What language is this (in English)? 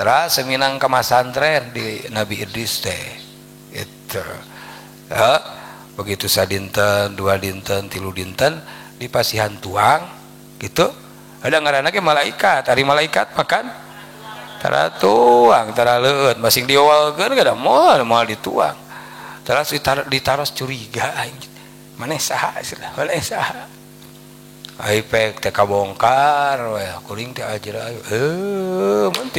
Sundanese